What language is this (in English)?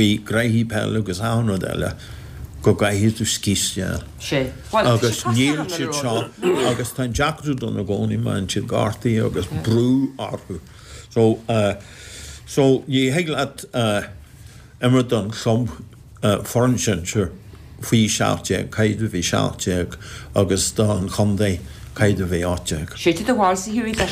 Irish